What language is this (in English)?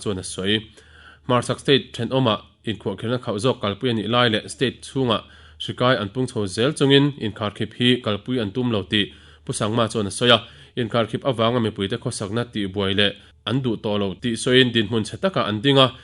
Mizo